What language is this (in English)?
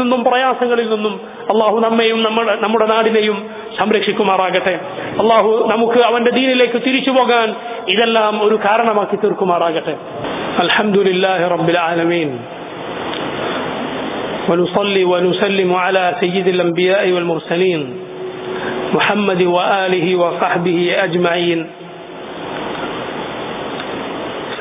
Malayalam